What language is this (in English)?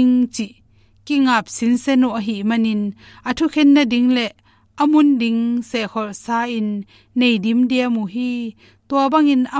Tedim Chin